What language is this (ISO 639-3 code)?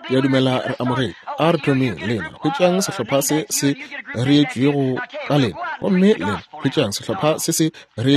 nso